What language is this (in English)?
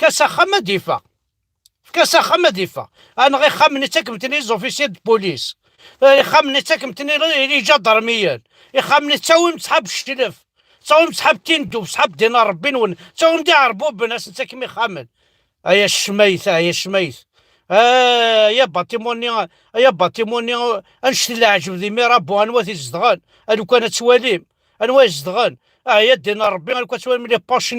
Kabyle